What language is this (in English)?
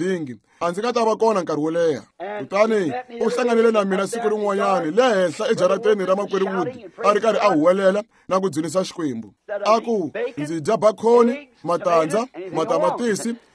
Tsonga